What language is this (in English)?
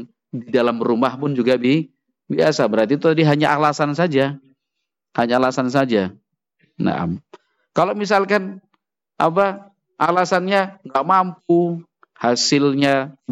Indonesian